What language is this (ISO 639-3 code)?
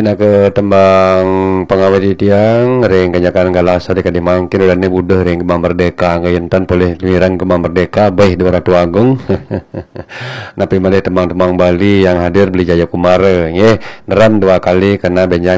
ban